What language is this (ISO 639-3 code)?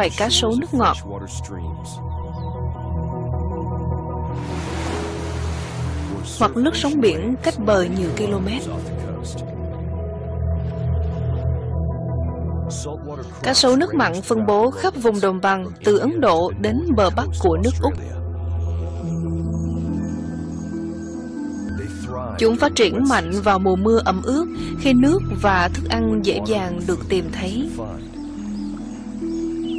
vie